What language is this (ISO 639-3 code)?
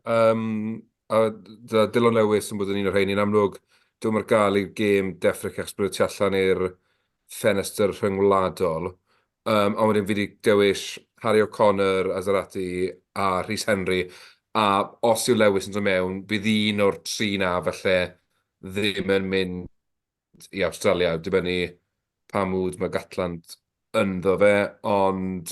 cym